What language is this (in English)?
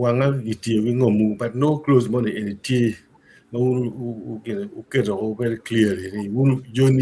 Acoli